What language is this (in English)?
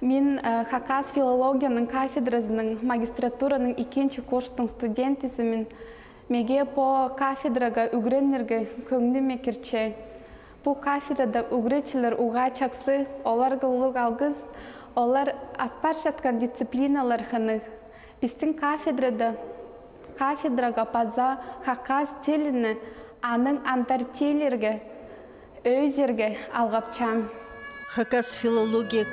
Khakas